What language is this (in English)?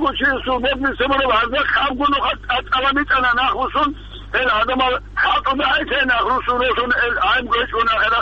Avaric